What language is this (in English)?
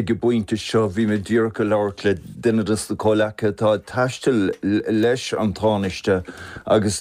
Irish